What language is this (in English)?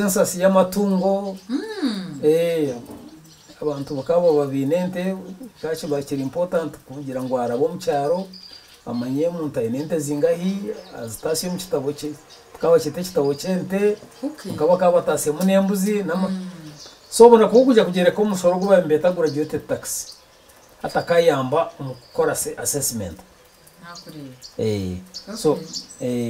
Nyankole